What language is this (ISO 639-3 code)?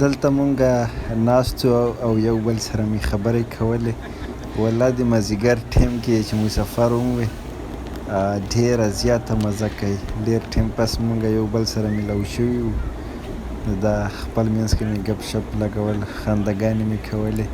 pus